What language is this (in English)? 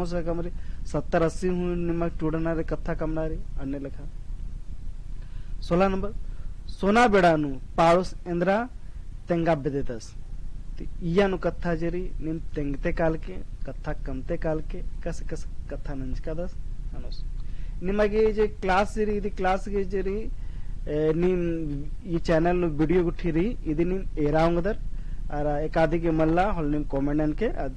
Kurukh